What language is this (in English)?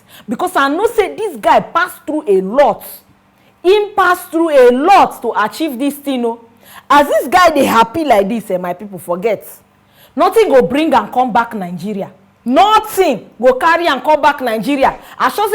Nigerian Pidgin